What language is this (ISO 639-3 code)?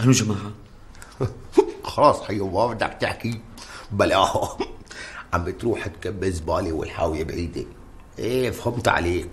apc